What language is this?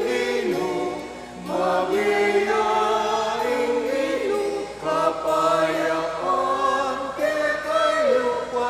Pampanga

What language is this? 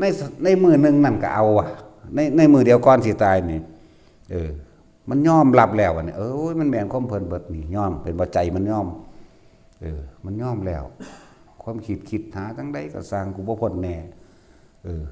Northeastern Thai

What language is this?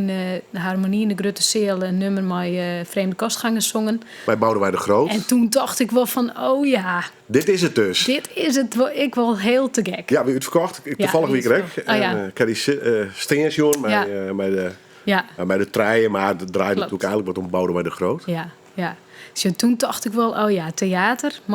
Western Frisian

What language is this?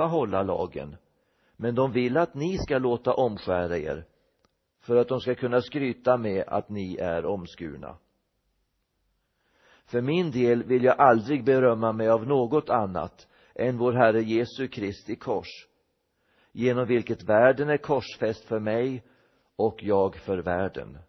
Swedish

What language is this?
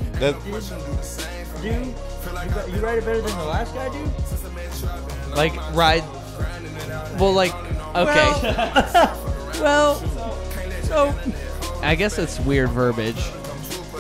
English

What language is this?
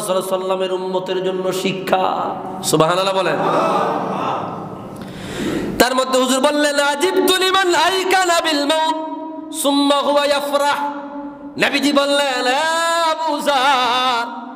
Bangla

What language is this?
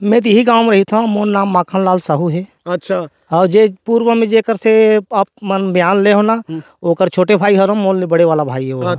Chhattisgarhi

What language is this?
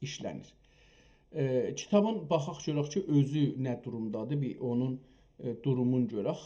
South Azerbaijani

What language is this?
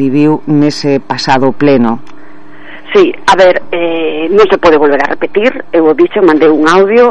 Galician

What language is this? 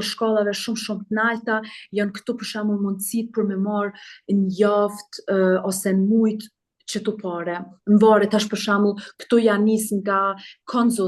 Albanian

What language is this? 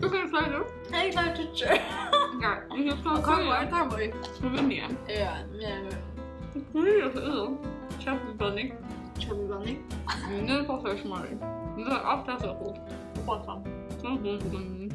Faroese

